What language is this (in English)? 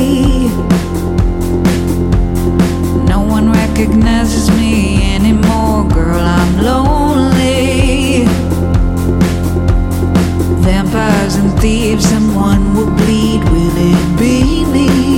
Basque